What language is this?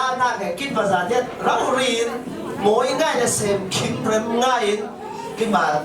Falam Chin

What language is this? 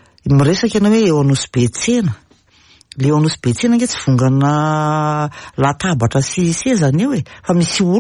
Malagasy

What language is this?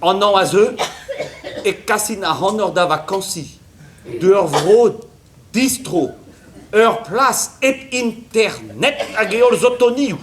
Breton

